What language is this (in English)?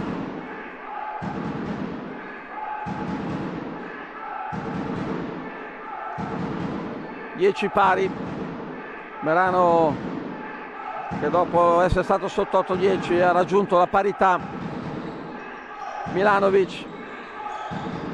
Italian